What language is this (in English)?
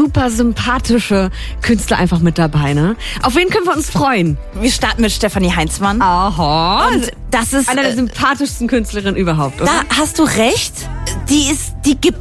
German